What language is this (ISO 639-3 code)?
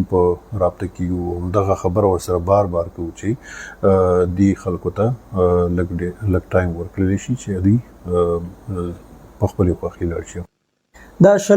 pus